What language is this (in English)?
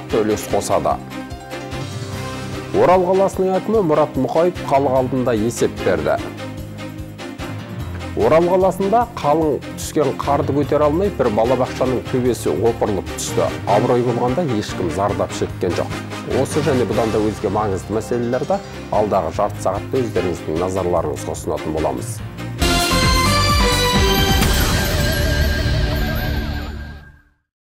Kazakh